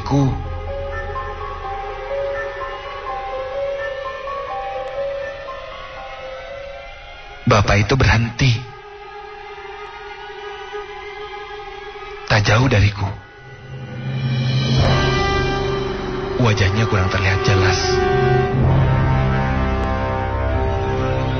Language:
Indonesian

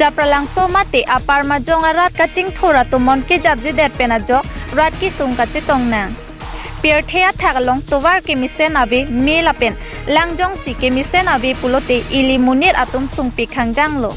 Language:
Karbi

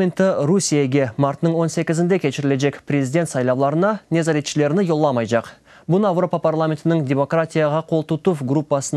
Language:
Crimean Tatar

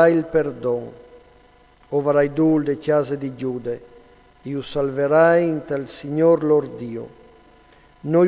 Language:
Friulian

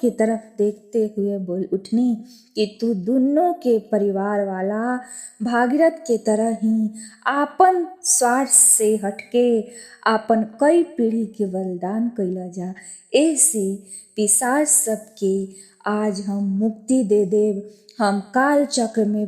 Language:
Bhojpuri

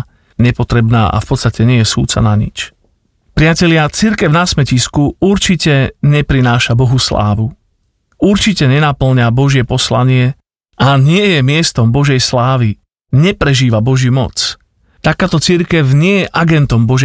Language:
Slovak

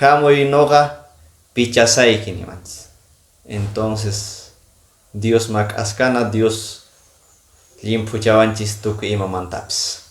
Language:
Quechua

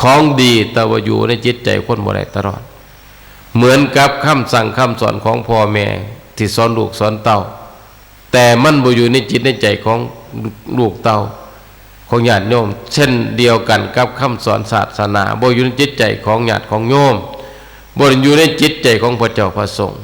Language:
Northeastern Thai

